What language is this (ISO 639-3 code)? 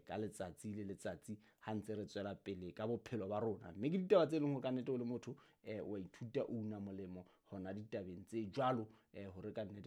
sot